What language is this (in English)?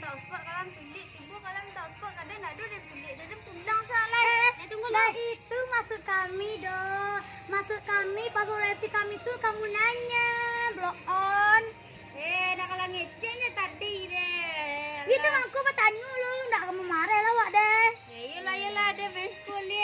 Minangkabau